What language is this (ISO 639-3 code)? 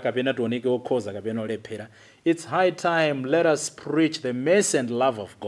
nya